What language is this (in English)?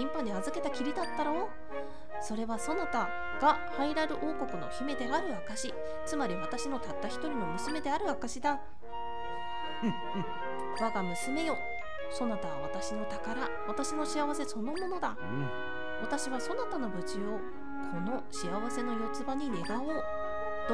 Japanese